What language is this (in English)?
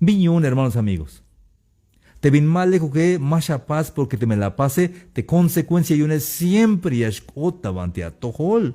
Tzeltal